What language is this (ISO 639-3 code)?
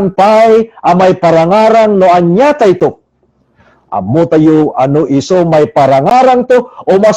ilo